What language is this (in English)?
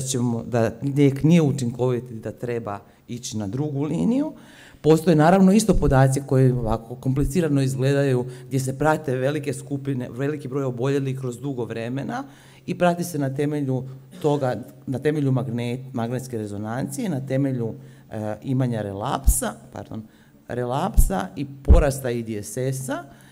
Croatian